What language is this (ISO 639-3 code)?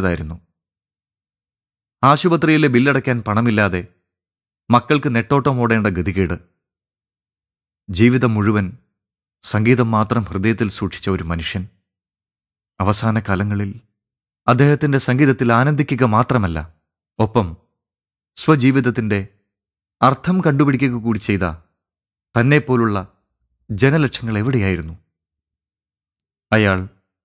mal